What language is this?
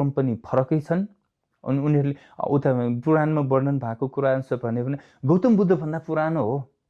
Nepali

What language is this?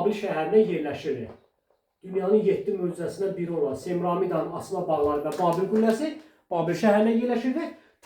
Azerbaijani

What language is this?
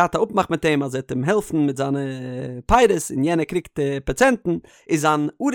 Yiddish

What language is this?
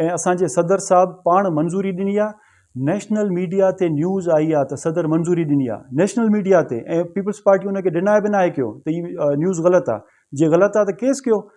Sindhi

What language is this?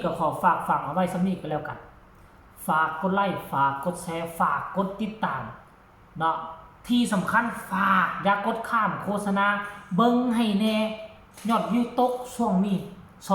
Northeastern Thai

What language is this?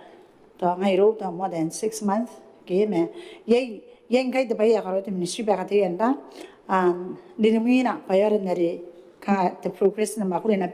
Gilbertese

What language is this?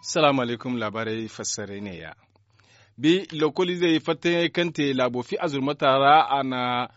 Zarma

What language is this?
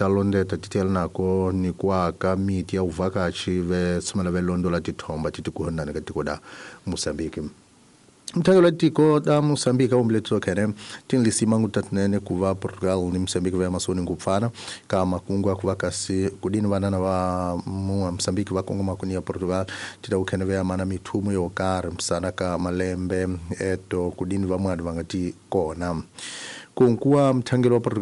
Tsonga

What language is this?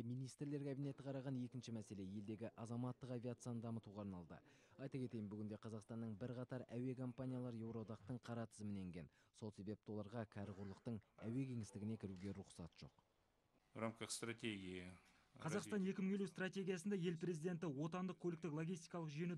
Kazakh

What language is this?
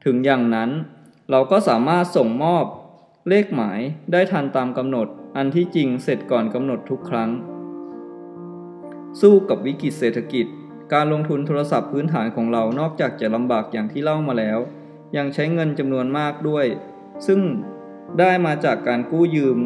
Thai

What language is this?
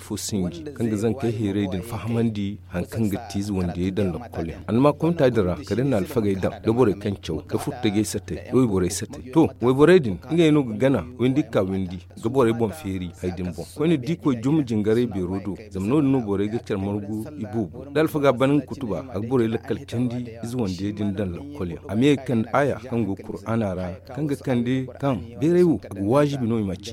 Zarma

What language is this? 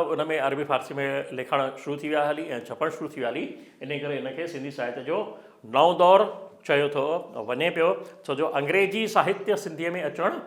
Sindhi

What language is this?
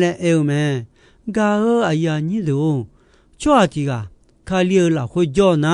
Akha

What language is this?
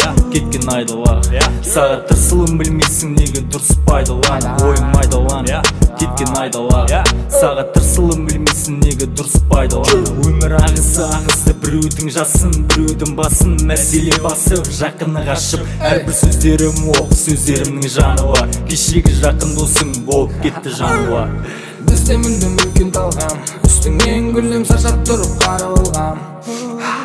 Kazakh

